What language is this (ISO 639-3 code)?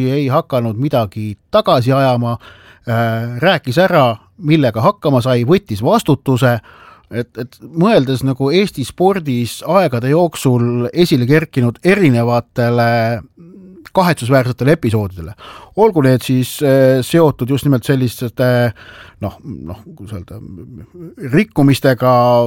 est